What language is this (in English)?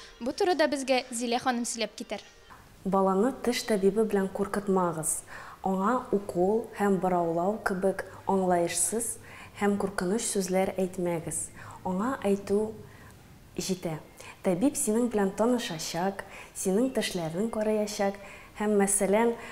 Tatar